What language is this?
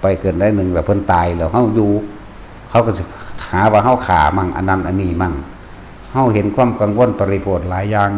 Northeastern Thai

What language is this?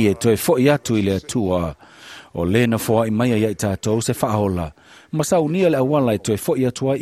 Samoan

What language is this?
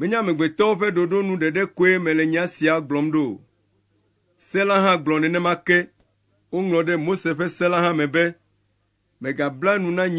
Ewe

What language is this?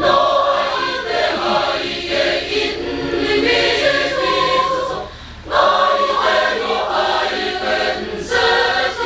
Chokri Naga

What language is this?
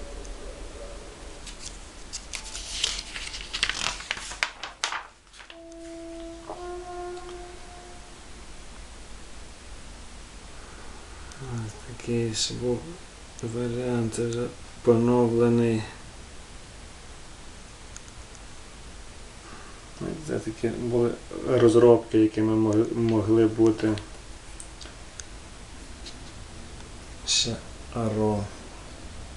Ukrainian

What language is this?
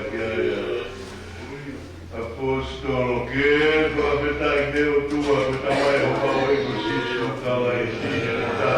Tongan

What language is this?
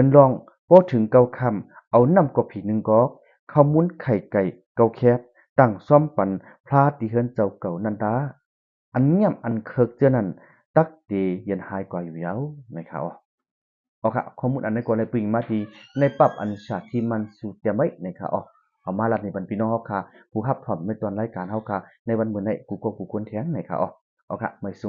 Shan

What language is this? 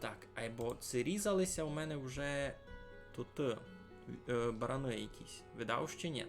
Rusyn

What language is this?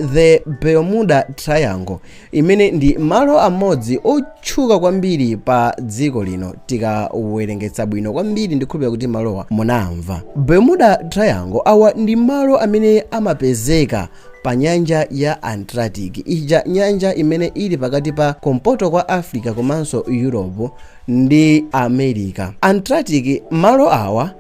Nyanja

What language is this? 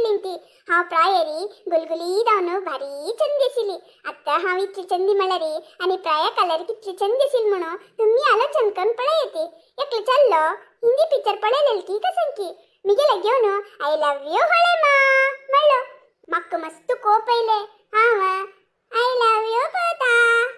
Konkani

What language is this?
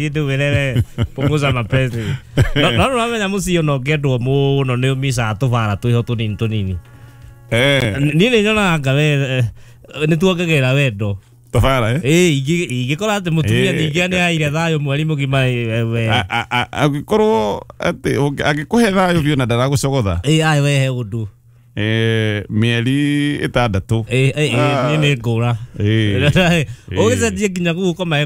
Kikuyu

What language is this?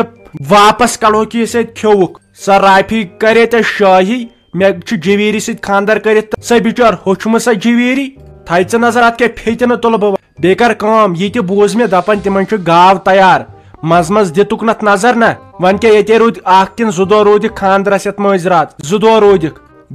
Kashmiri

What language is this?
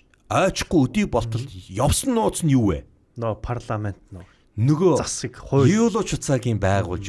Mongolian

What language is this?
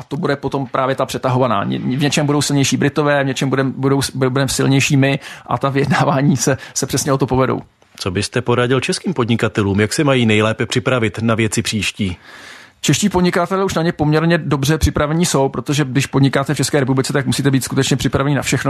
Czech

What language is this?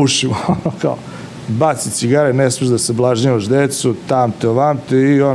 Serbian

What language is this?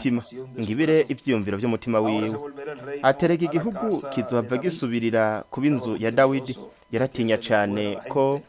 Rundi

